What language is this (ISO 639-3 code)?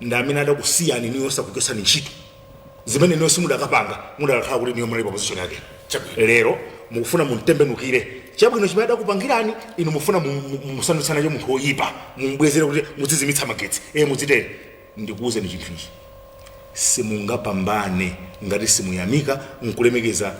nya